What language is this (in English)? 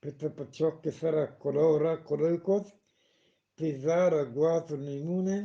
Eastern Balochi